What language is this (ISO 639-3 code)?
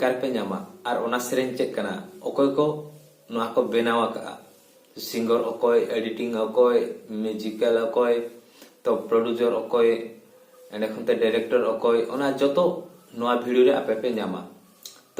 sat